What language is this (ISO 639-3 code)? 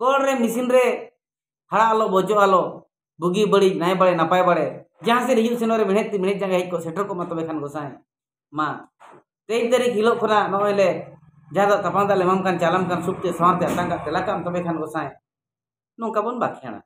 sat